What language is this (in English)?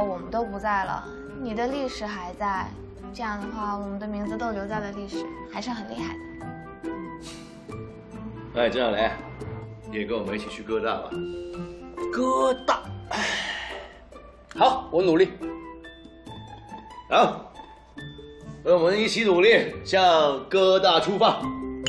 Chinese